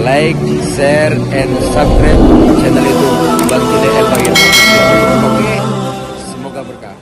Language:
Betawi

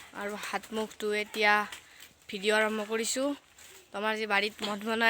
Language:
Assamese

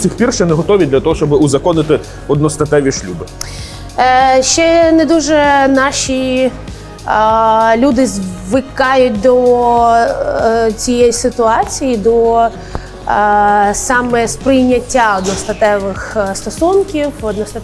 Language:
Ukrainian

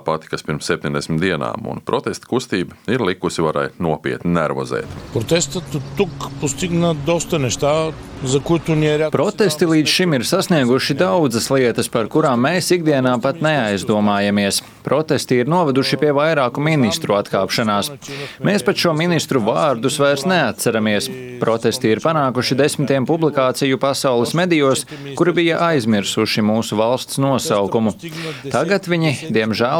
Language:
Latvian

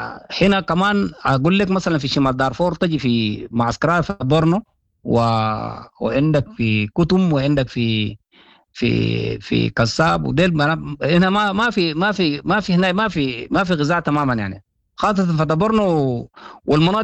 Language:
Sudanese Arabic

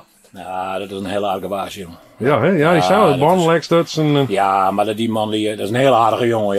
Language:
Western Frisian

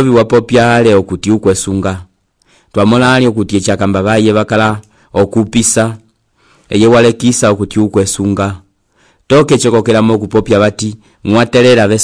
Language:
Umbundu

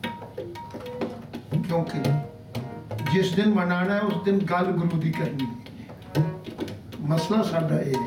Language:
Punjabi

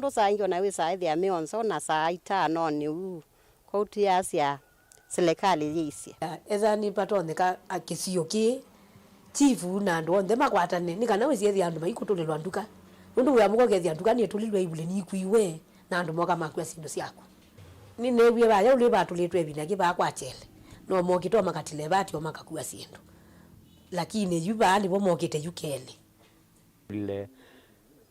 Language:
Kamba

